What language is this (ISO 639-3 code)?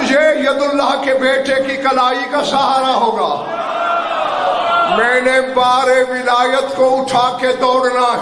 urd